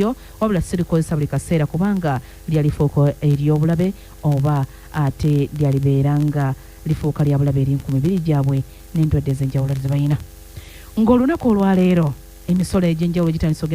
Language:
Ganda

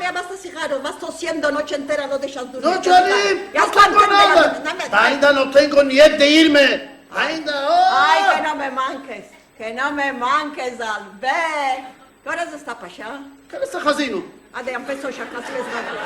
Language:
Ladino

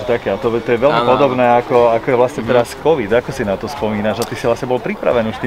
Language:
Slovak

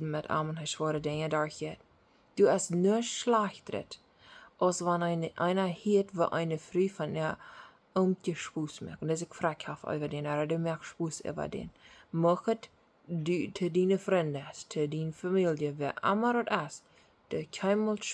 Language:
Plautdietsch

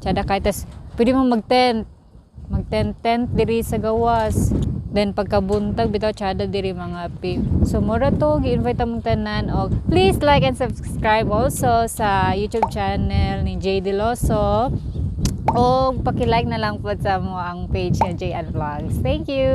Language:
Cebuano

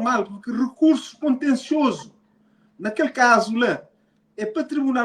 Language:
Kabuverdianu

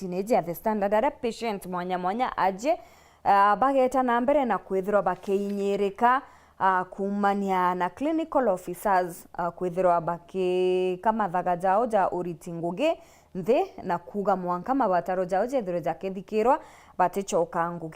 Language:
Meru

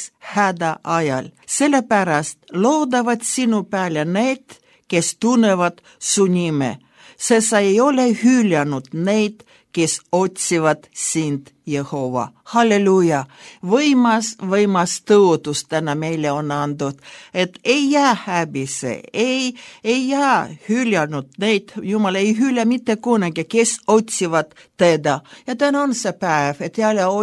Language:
Estonian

